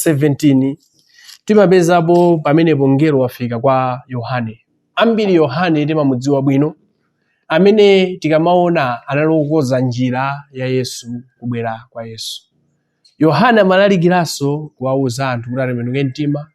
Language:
Nyanja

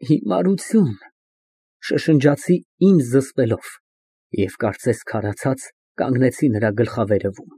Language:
Armenian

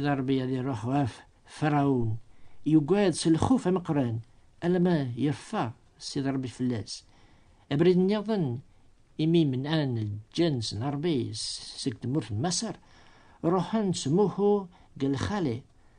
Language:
Kabyle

